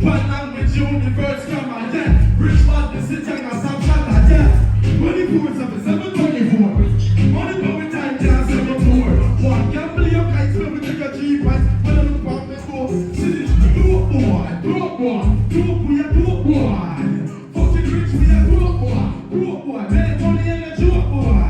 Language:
Jamaican Creole English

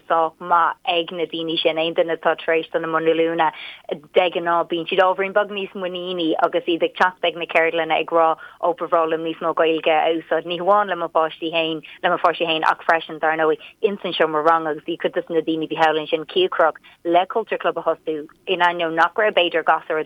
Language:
Irish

